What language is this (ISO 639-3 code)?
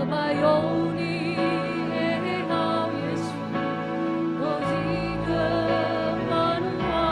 nia